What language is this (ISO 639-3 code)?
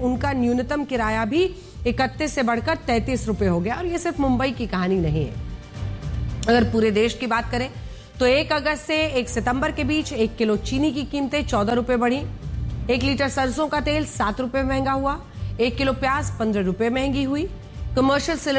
hin